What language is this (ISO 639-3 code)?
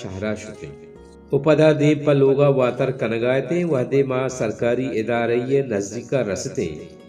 bal